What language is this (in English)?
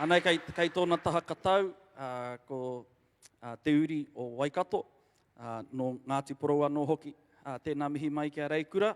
Māori